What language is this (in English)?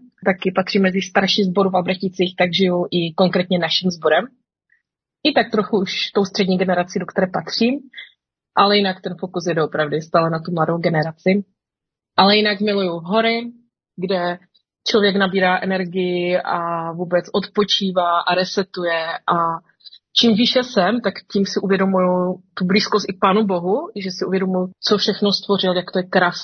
Czech